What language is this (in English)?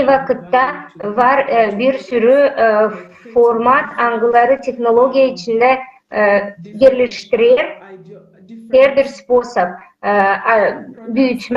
Gagauz